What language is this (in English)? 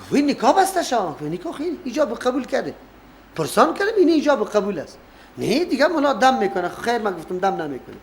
Persian